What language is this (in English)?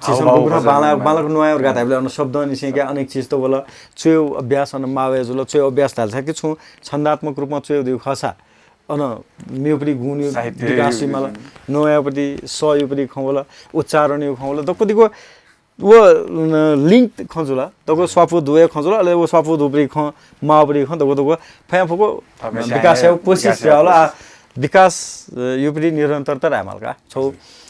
Newari